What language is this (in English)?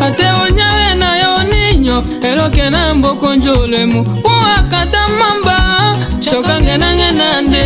Tetela